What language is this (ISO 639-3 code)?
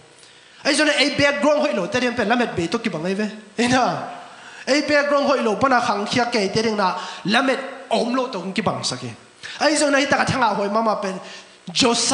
ctd